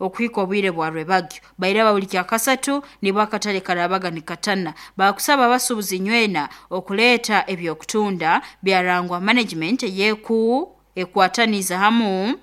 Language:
Nyoro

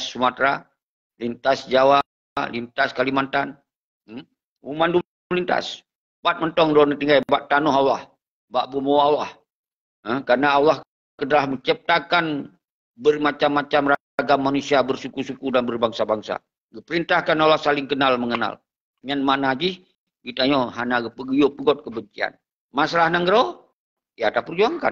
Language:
Achinese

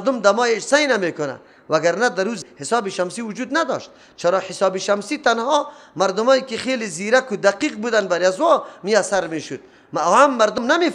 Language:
Persian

